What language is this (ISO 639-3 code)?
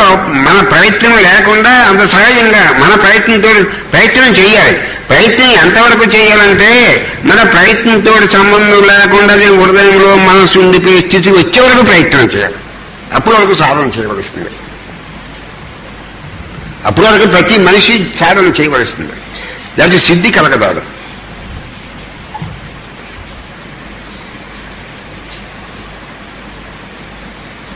tel